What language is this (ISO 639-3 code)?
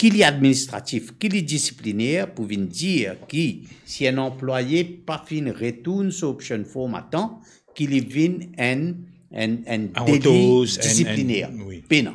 mfe